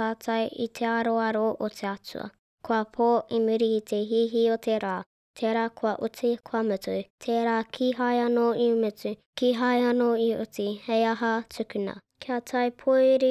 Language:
Māori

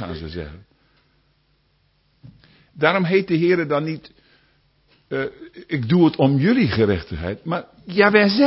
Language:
Dutch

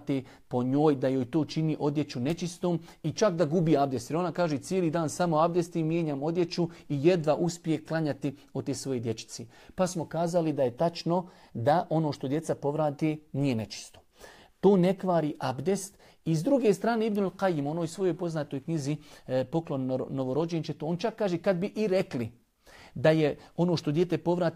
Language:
Bosnian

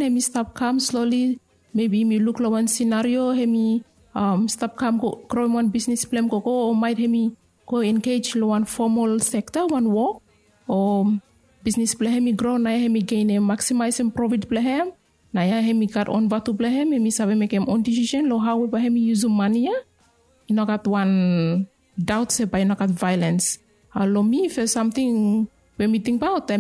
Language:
Bislama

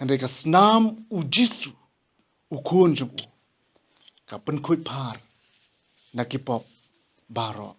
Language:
Khasi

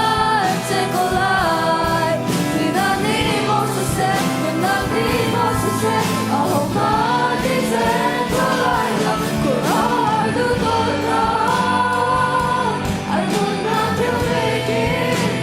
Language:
Hakha Chin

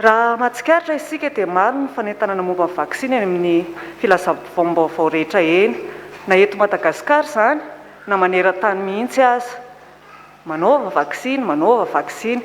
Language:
Malagasy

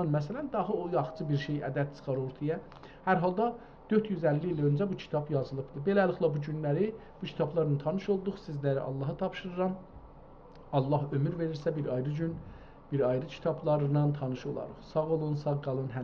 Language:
South Azerbaijani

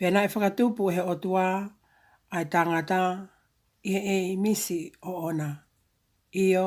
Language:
Tongan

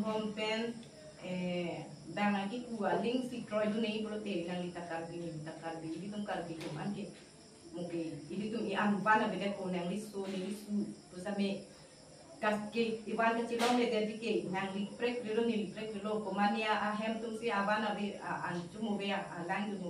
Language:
Karbi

